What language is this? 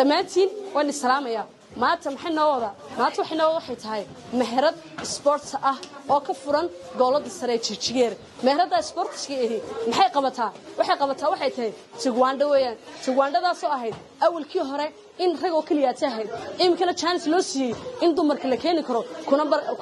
Somali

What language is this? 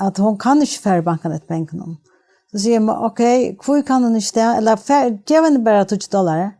Faroese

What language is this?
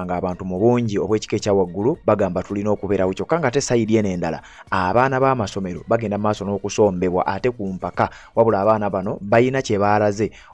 Ganda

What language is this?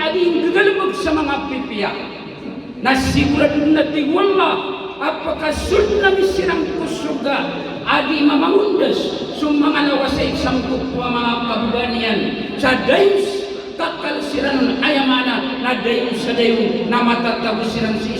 Maranao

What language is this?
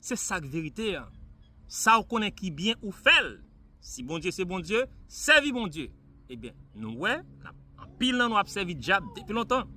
Haitian Creole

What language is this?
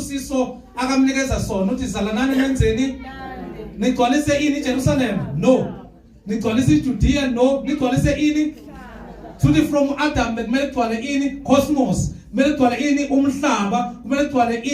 Zulu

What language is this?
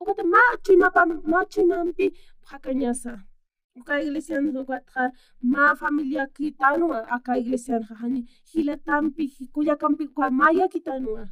Aymara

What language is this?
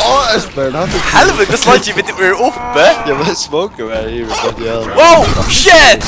Faroese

